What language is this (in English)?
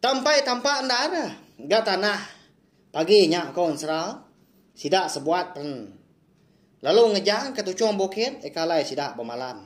Iban